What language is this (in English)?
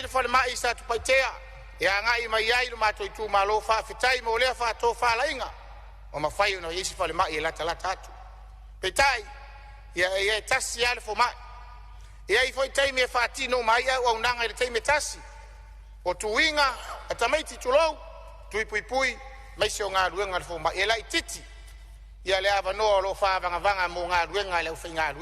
Samoan